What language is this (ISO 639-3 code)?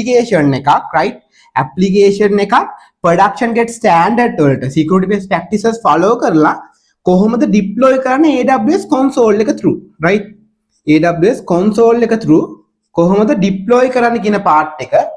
sin